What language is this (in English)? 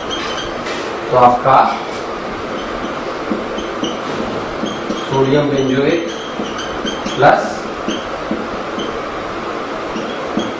Hindi